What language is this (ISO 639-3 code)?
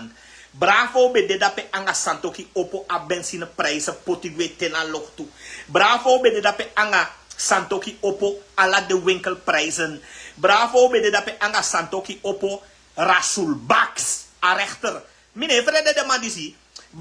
srn